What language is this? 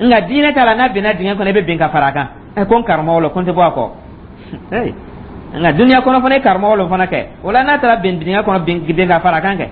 Dyula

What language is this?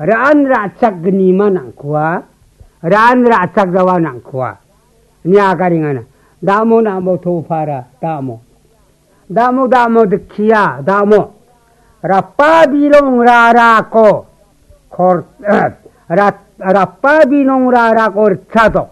Garo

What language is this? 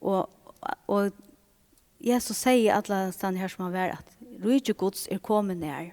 Faroese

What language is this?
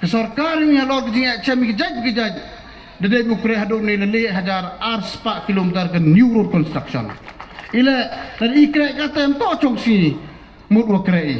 Pnar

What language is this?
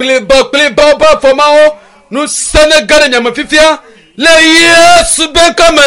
Ewe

